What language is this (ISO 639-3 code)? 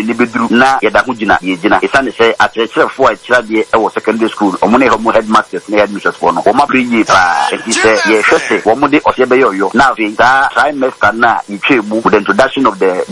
aka